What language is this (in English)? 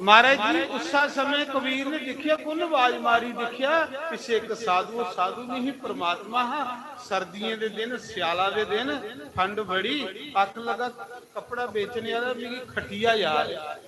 Dogri